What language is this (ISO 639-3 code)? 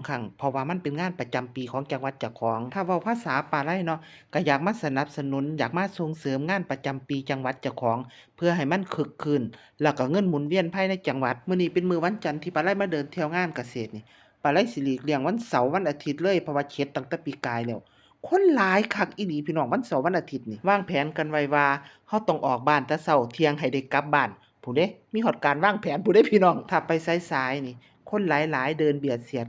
tts